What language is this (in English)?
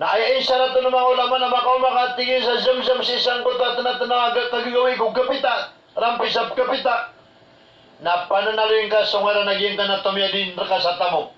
Maranao